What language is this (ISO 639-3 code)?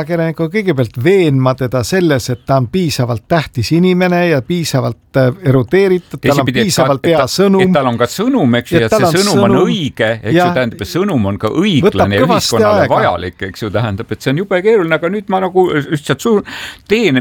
est